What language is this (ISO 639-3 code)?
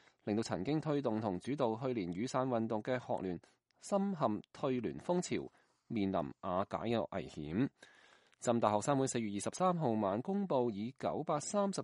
yue